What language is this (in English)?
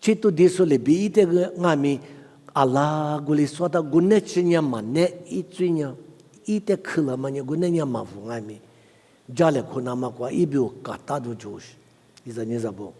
Lisu